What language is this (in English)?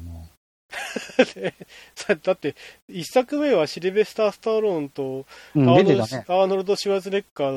Japanese